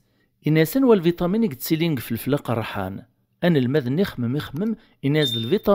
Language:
Kabyle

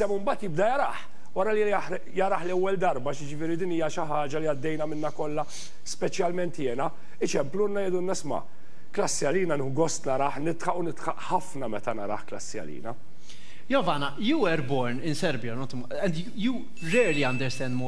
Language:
Maltese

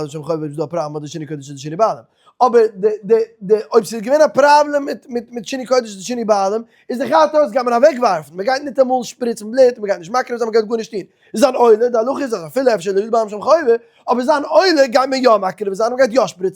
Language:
Yiddish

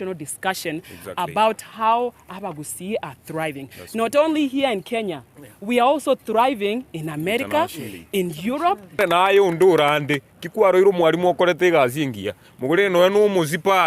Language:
Gusii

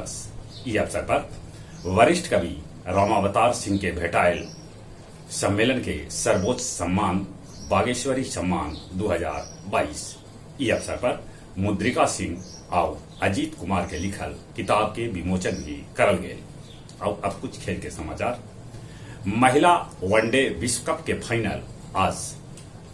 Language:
Magahi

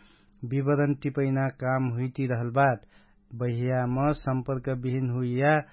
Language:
Dangaura Tharu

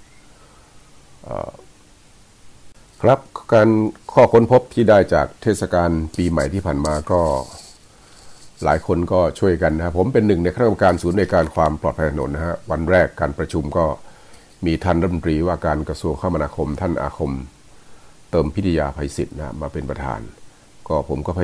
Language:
Thai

